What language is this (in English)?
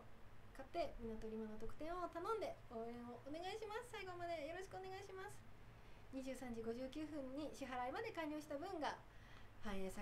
Japanese